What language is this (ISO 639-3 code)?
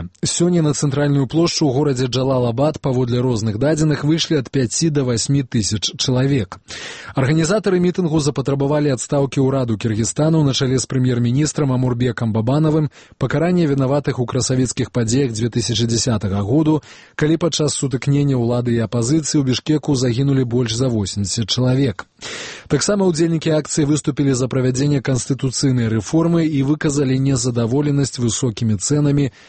bel